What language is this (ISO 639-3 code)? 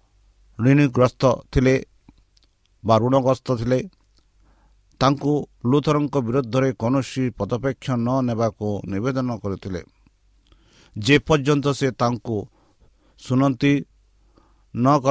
ori